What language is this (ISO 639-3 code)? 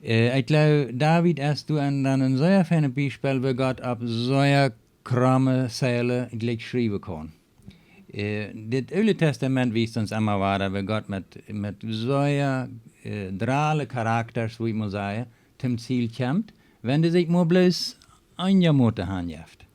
pdt